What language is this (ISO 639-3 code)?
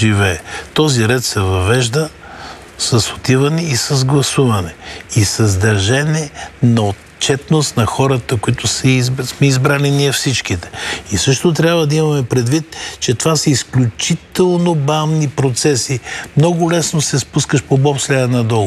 bul